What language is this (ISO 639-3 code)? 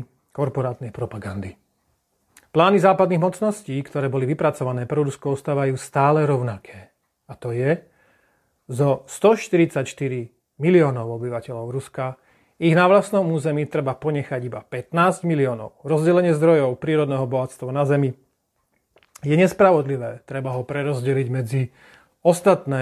slk